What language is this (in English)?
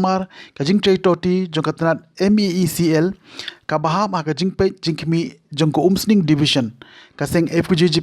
Khasi